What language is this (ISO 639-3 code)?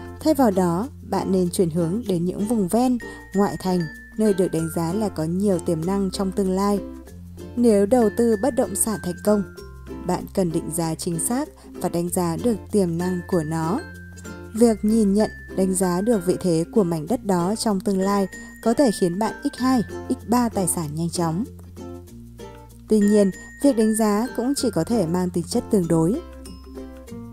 vie